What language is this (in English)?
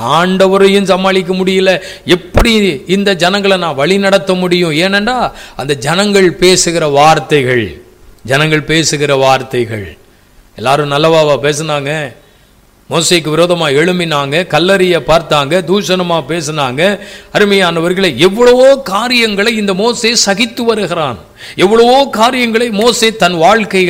Tamil